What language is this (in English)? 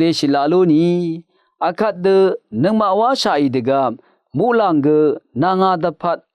Rawang